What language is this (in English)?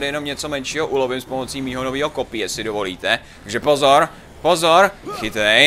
Czech